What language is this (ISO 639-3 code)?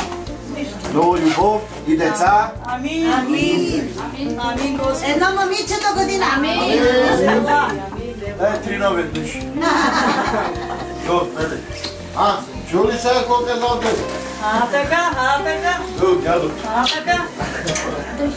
bul